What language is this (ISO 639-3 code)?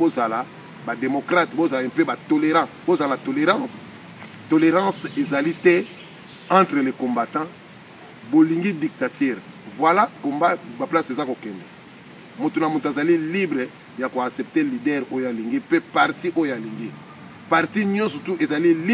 lin